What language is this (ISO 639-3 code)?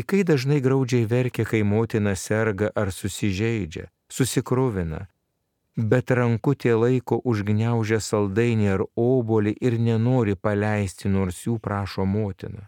lit